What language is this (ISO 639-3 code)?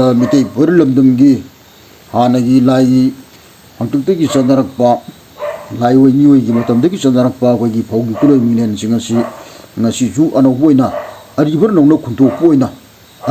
mni